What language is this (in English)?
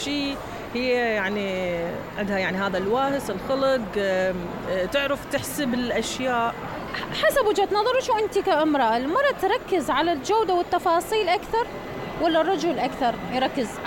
Mesopotamian Arabic